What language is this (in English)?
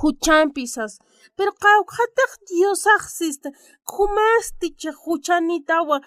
Aymara